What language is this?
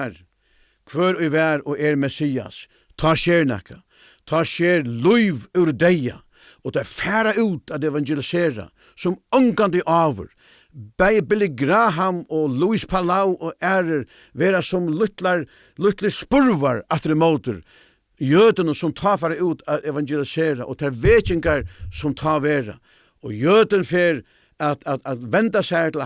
Faroese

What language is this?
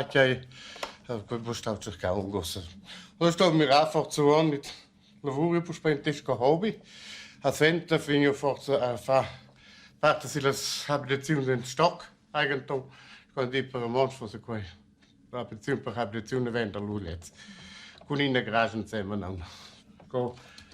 Romansh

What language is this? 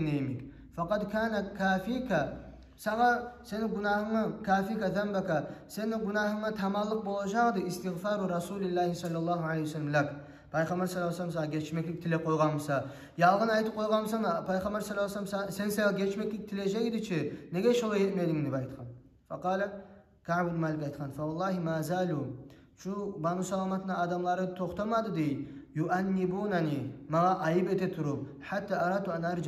Kumyk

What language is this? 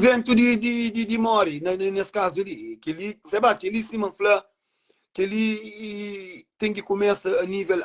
Kabuverdianu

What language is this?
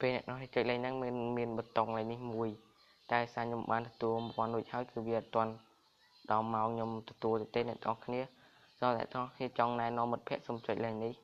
Khmer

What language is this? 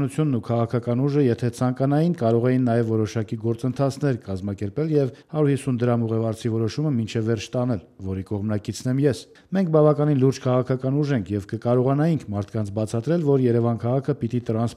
Armenian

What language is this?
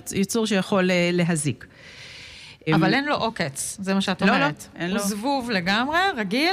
Hebrew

